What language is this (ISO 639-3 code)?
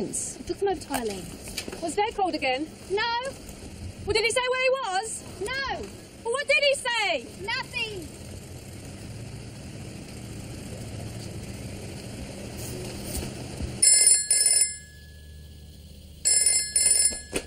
eng